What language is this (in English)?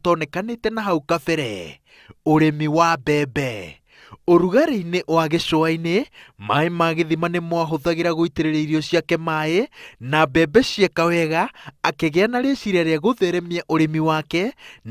Kikuyu